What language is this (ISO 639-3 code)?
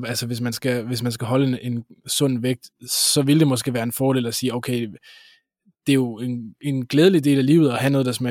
dan